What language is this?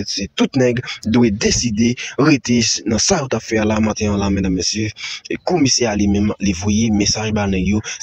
Haitian Creole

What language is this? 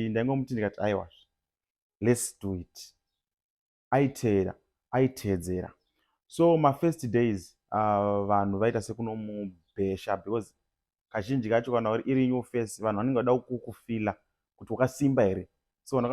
Shona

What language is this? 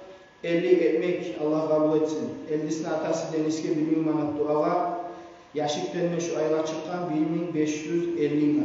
Kumyk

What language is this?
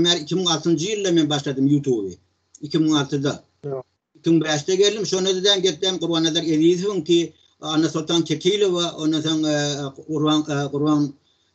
Turkmen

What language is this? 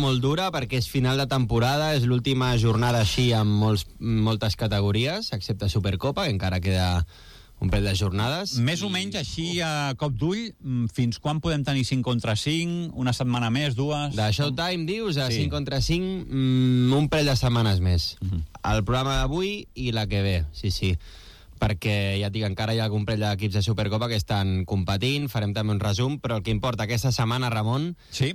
Catalan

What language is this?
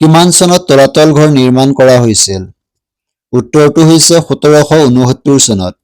Assamese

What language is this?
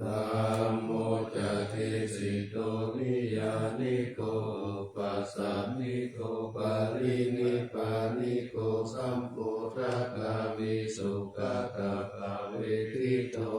Pali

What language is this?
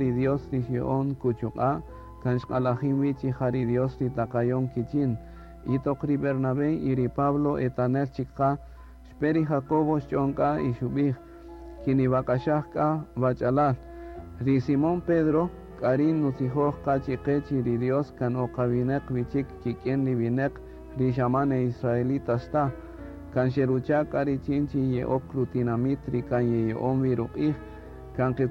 Kaqchikel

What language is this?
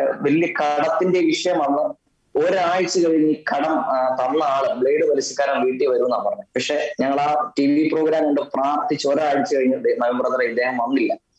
Malayalam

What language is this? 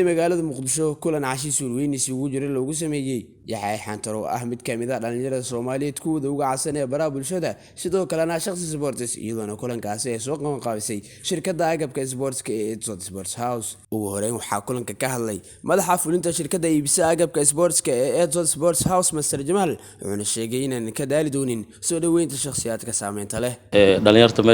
Somali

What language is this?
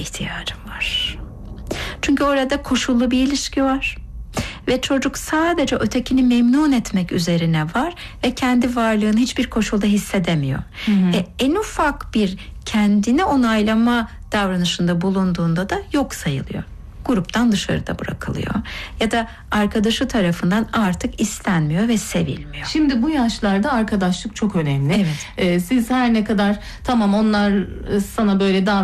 Turkish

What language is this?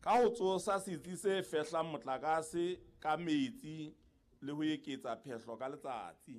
Southern Sotho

